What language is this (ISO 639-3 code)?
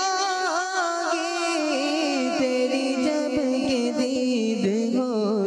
hin